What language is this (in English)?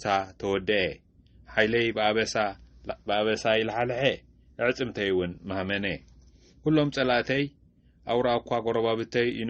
Tigrinya